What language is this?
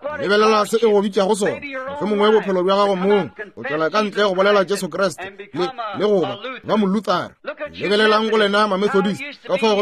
Northern Sotho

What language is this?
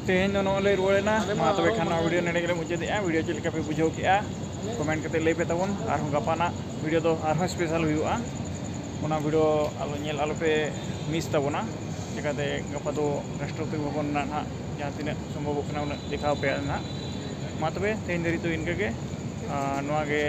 Santali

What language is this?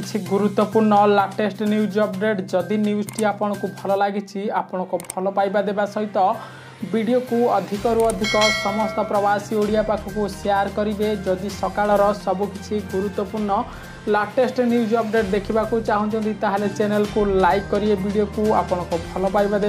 Odia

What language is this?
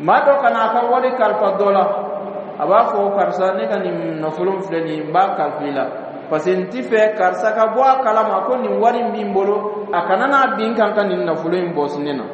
Dyula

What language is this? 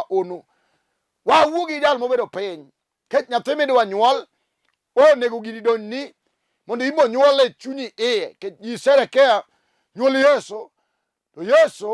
Luo (Kenya and Tanzania)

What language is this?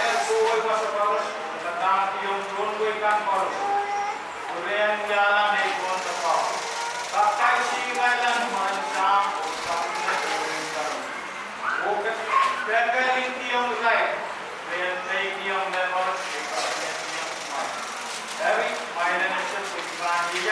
Pohnpeian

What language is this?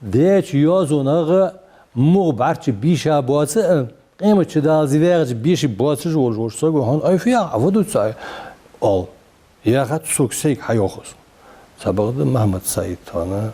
Ingush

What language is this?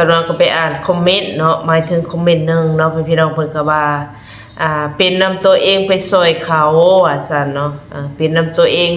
Northeastern Thai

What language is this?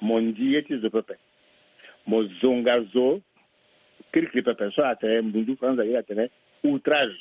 Sango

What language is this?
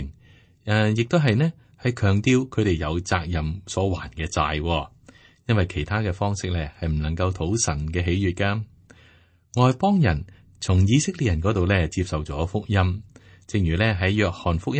Cantonese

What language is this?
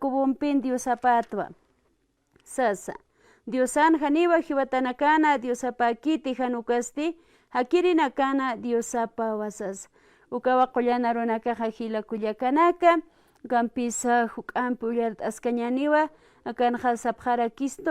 Aymara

